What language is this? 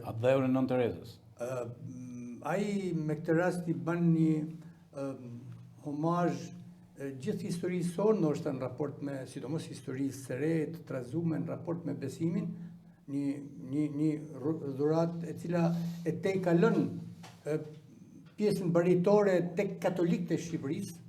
Albanian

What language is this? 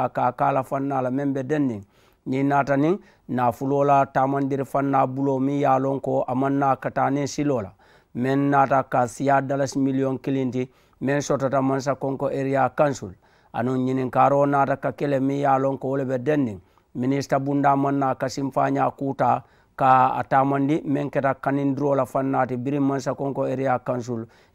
Mandingo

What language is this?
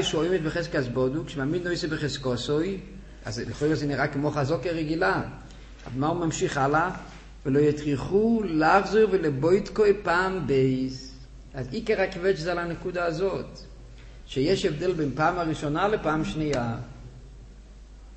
Hebrew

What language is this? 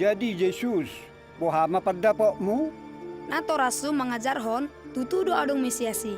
Batak Toba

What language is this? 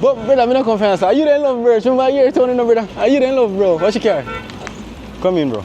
Jamaican Creole English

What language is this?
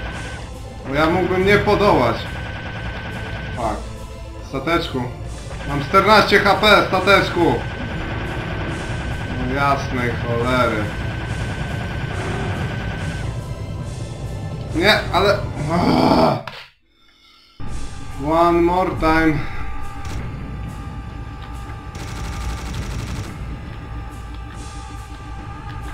Polish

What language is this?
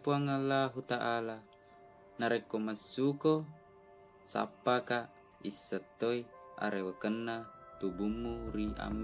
Buginese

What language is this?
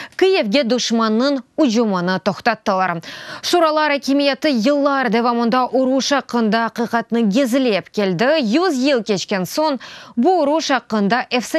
Crimean Tatar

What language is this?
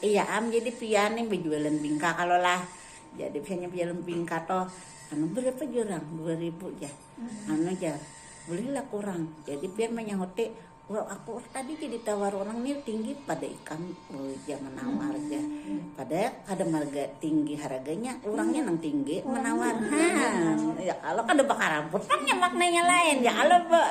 Banjar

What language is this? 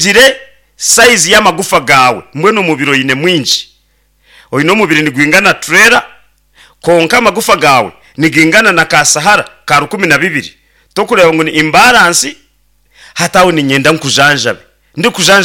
Nyankole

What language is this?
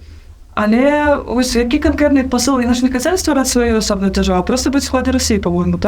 Belarusian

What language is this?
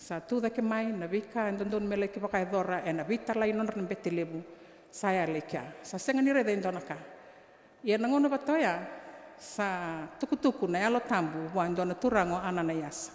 Fijian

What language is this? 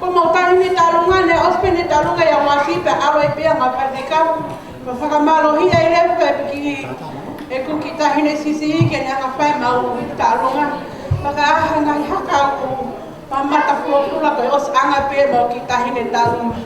Tongan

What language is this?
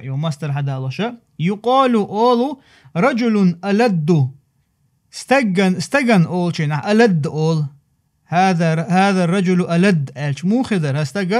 Chechen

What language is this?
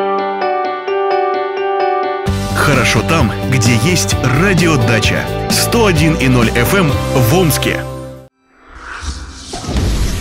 Russian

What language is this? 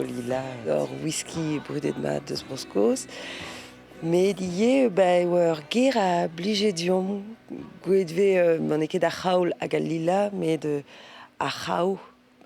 Breton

